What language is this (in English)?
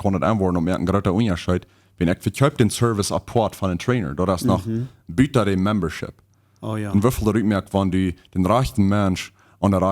Plautdietsch